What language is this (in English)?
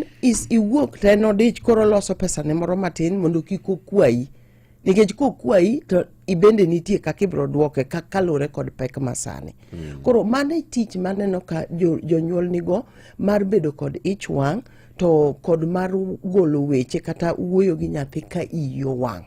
Luo (Kenya and Tanzania)